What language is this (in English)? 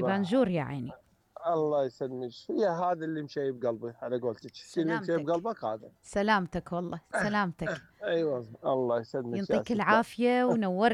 Mesopotamian Arabic